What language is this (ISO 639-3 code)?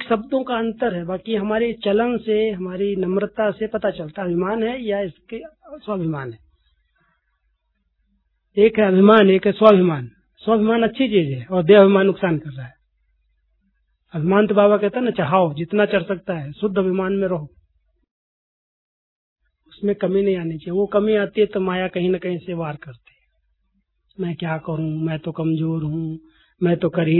hin